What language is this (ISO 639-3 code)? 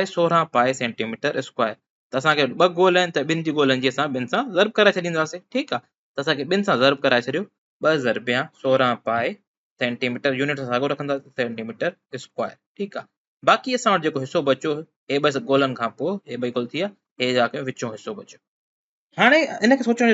snd